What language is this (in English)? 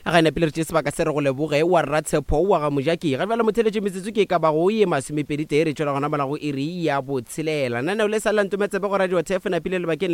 Northern Sotho